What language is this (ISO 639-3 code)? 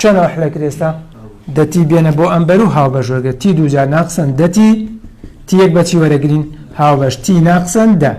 ckb